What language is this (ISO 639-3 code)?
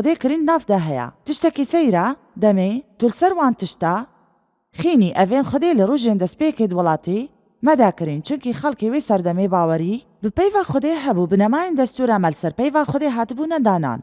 kur